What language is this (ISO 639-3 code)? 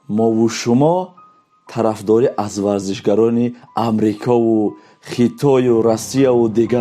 tgk